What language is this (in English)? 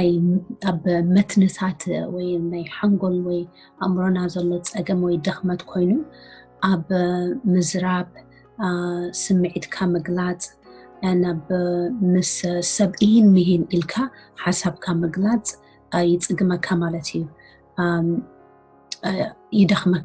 Tigrinya